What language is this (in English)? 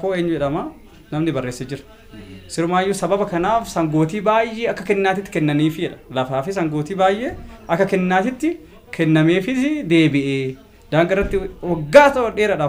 Oromo